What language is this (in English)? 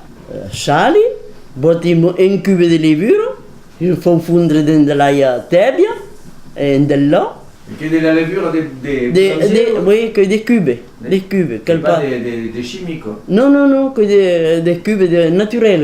Occitan